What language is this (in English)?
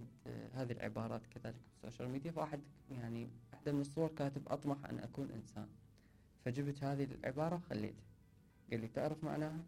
Mesopotamian Arabic